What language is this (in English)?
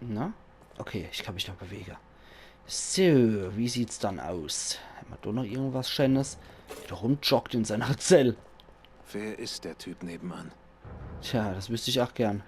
Palatine German